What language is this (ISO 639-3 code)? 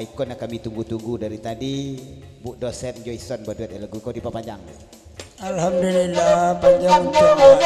min